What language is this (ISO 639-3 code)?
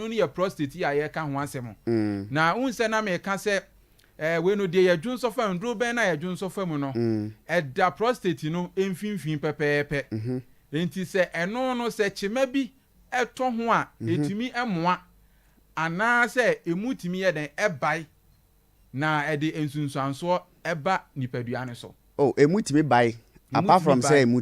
aka